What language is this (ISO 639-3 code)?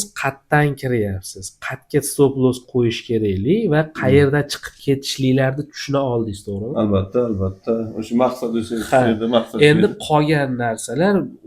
uzb